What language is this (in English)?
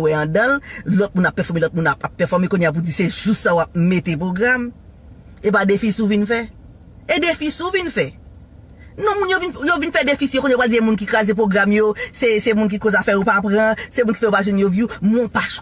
Haitian Creole